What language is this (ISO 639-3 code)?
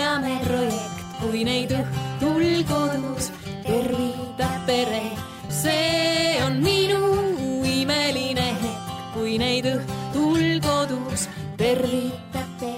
est